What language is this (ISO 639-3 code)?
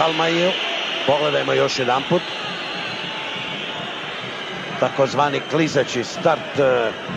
srp